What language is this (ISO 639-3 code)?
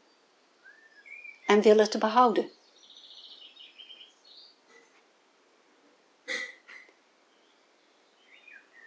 nld